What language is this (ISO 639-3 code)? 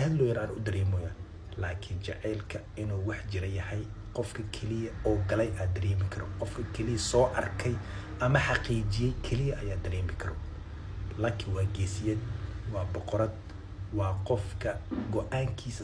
som